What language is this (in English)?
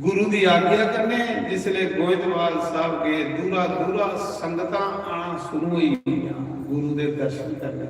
Dogri